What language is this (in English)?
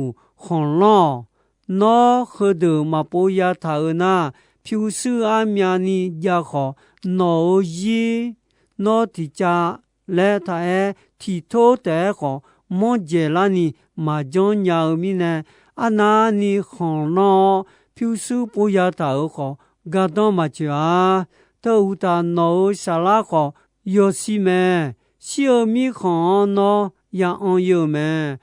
Akha